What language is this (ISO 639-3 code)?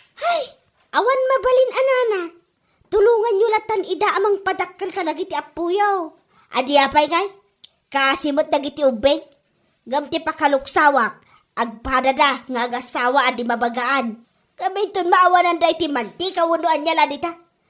ilo